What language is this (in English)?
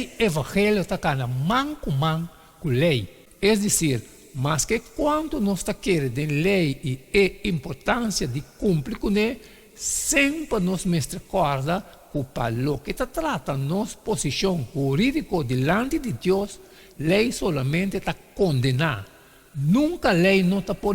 Papiamento